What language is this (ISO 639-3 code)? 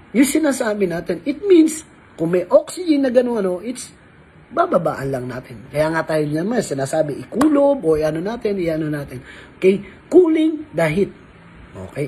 fil